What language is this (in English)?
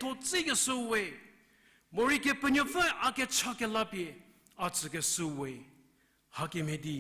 Angami Naga